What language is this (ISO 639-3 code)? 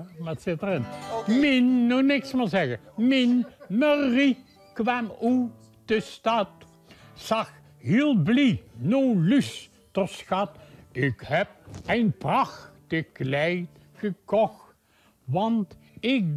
lim